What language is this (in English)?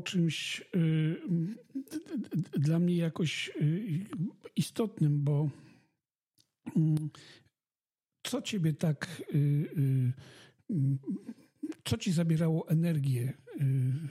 Polish